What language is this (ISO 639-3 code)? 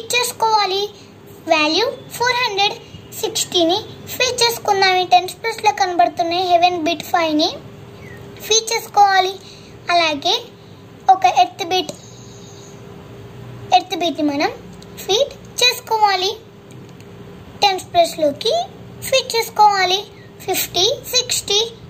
tel